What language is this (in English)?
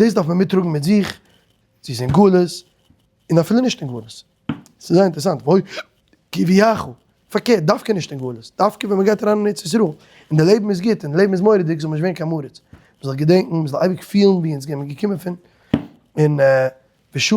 Yiddish